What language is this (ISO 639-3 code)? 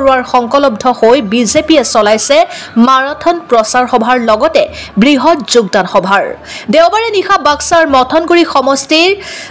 asm